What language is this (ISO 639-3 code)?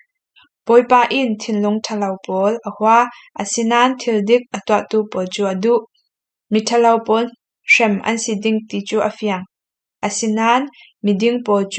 cfm